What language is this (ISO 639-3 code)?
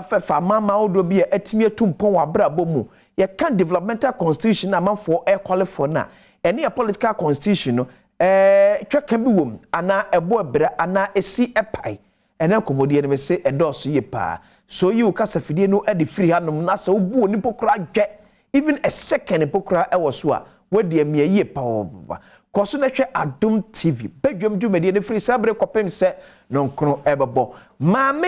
aka